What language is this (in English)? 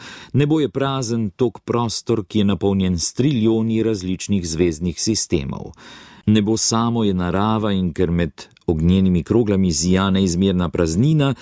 Slovenian